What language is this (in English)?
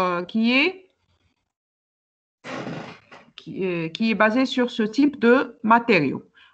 French